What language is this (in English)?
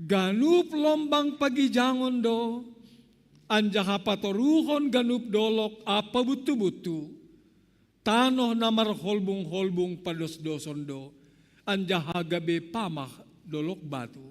Batak Simalungun